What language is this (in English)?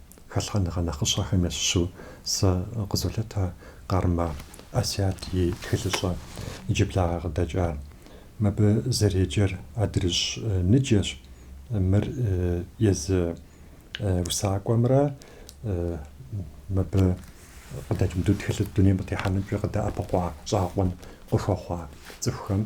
Kabardian